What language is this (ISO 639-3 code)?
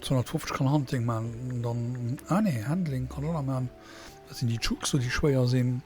ltz